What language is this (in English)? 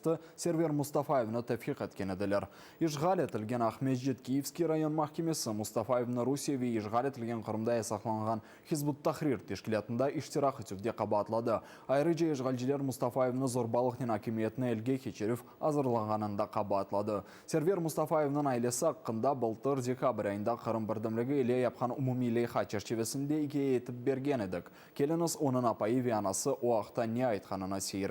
Crimean Tatar